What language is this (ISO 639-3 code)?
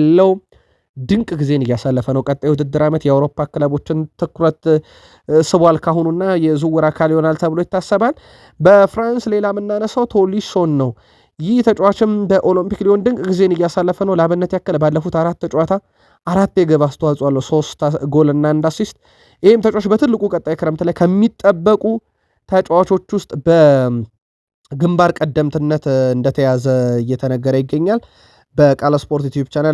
amh